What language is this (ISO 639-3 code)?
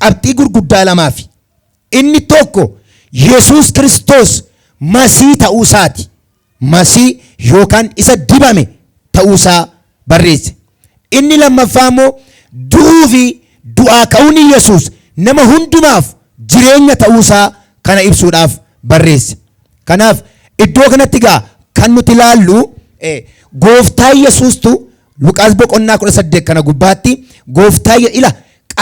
orm